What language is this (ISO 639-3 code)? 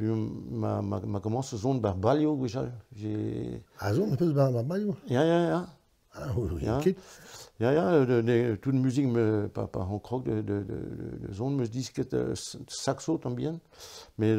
bre